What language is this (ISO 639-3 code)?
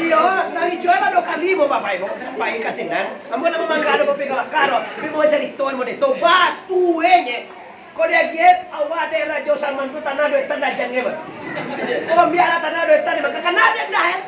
min